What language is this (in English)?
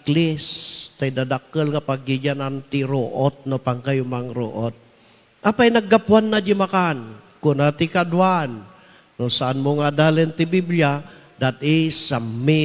Iloko